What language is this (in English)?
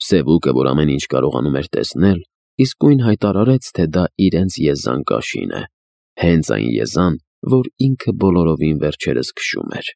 Armenian